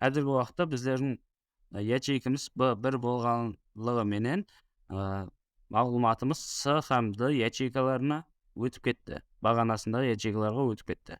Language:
Kara-Kalpak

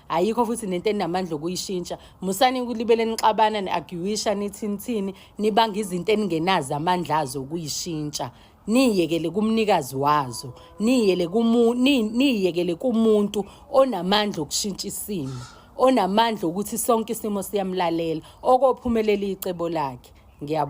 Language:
Zulu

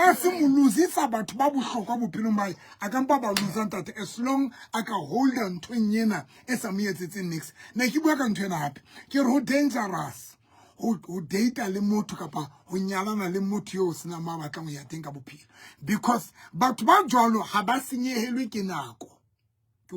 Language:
Southern Sotho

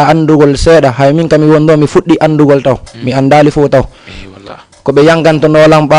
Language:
Fula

